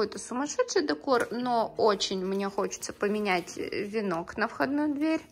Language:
Russian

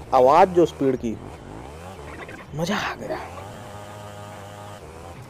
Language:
Hindi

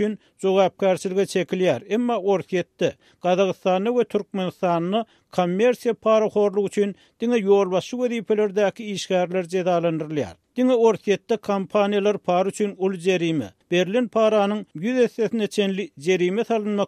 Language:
Turkmen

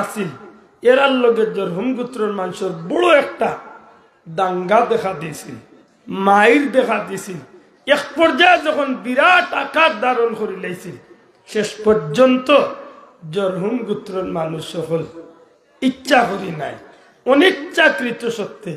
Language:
Sylheti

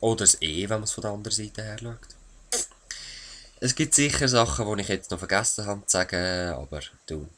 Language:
Swiss German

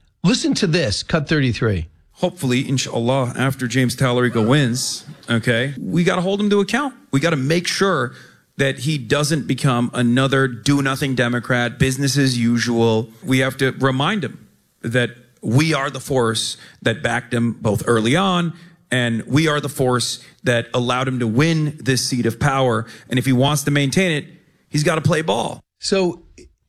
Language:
English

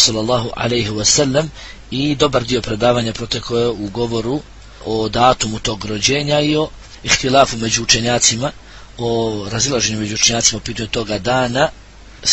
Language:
Bosnian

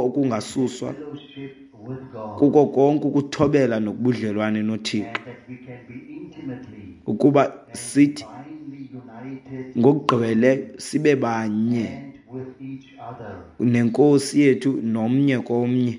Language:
Xhosa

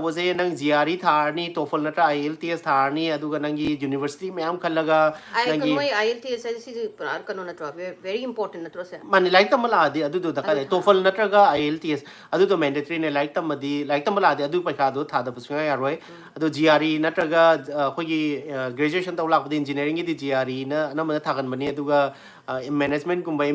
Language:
Manipuri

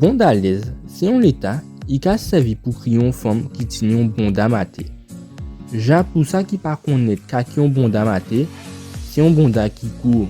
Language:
Guadeloupean Creole French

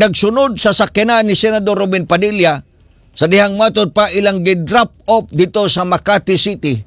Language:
Cebuano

